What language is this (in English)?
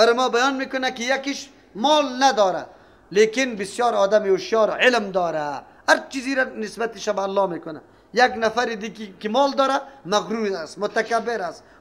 Persian